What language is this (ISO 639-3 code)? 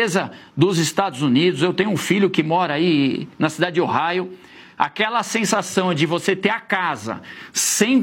por